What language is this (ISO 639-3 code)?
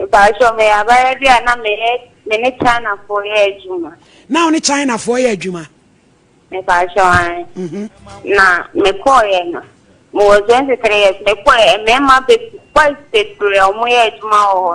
aka